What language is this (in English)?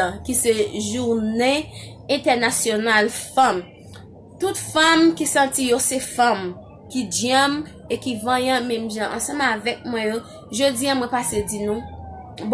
Haitian Creole